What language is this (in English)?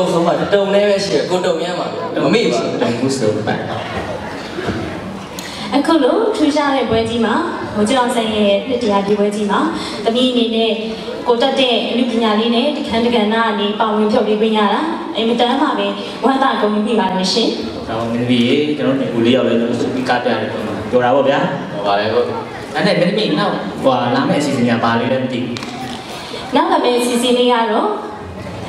Burmese